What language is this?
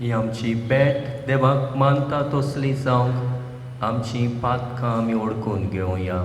Konkani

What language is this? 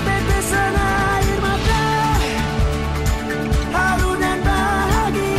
Indonesian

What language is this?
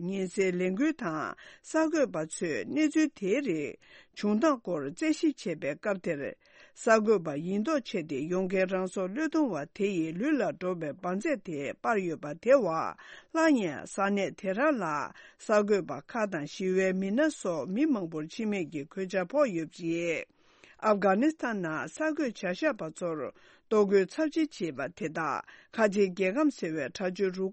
Tibetan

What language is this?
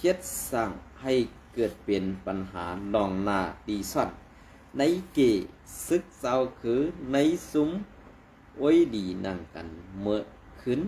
Shan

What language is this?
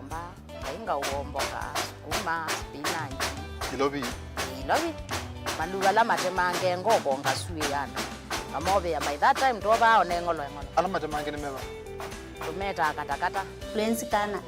Kamba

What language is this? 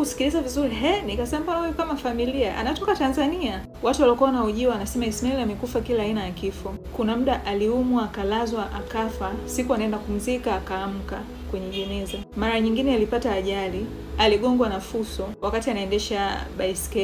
Swahili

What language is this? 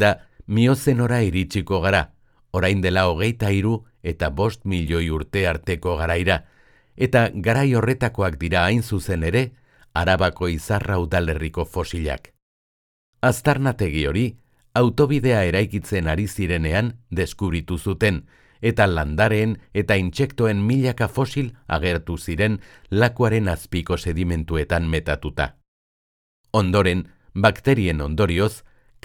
Basque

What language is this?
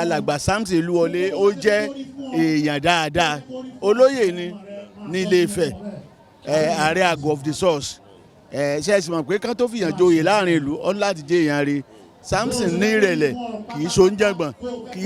Yoruba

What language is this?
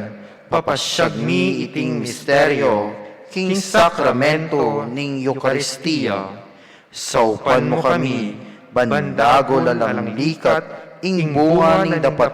Pampanga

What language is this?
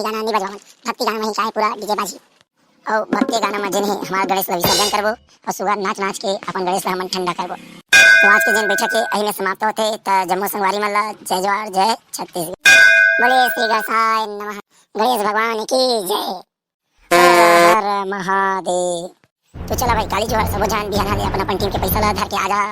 Chhattisgarhi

